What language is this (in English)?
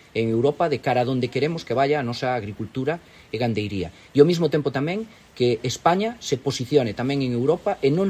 Galician